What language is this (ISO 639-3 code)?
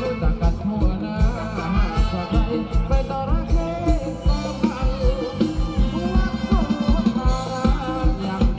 tha